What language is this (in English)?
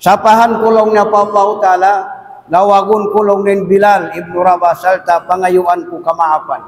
Tausug